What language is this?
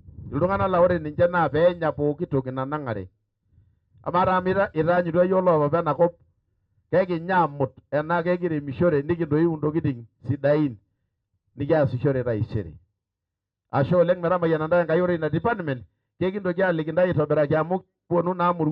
Masai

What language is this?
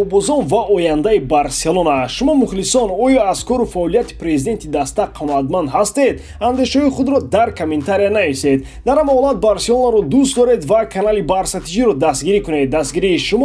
Tajik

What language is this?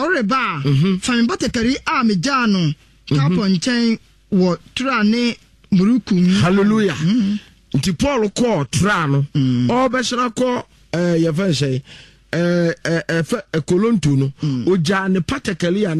Akan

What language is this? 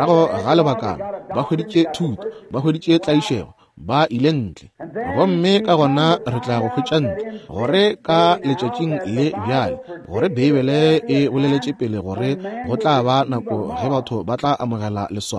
Northern Sotho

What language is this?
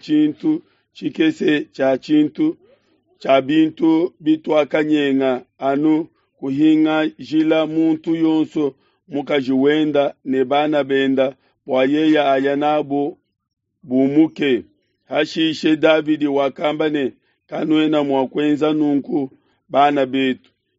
Luba-Lulua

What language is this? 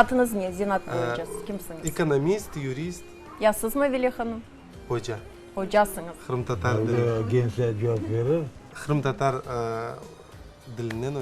Crimean Tatar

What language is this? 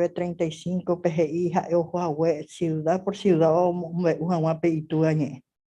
Guarani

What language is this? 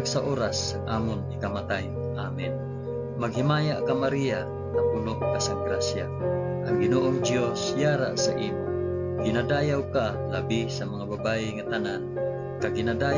Hiligaynon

